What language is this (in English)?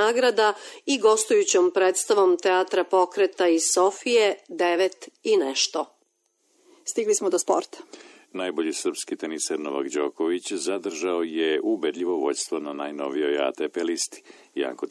Serbian